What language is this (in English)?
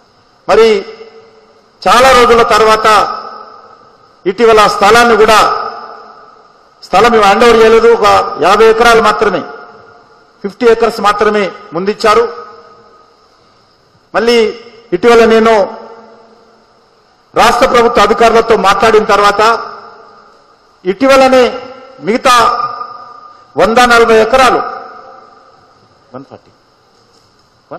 Telugu